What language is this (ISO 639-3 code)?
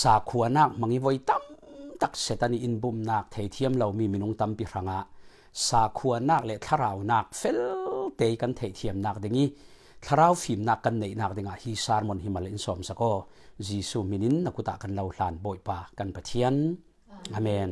cfm